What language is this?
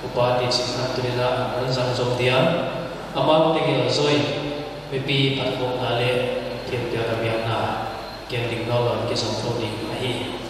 Paite Chin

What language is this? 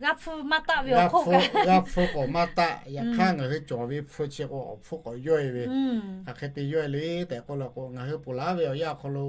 Lahu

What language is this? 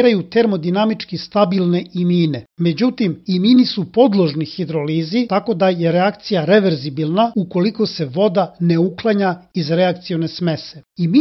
Serbian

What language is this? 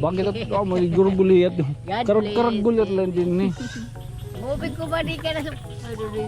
Waray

